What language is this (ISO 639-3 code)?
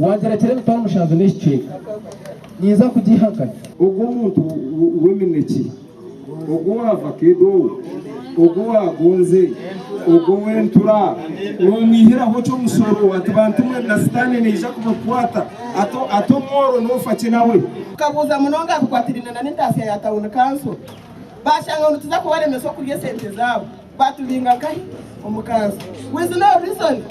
nyn